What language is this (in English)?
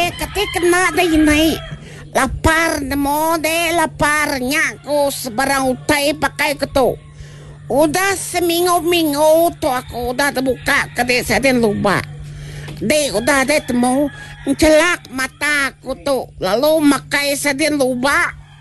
Iban